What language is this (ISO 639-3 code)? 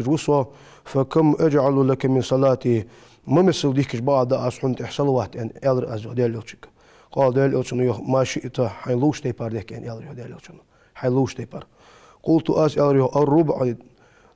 inh